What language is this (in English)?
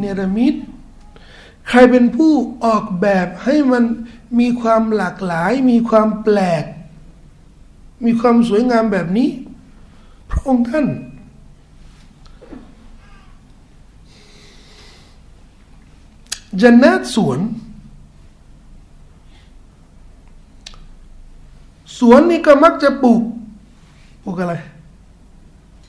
Thai